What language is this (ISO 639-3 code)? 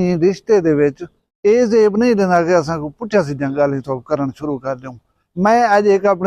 skr